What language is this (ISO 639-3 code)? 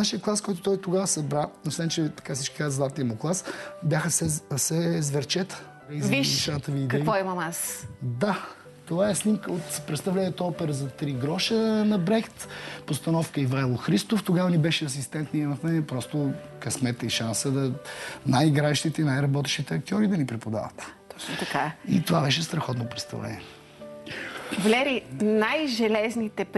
bul